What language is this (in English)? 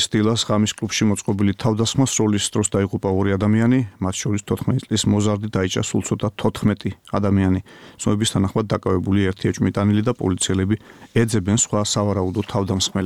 Georgian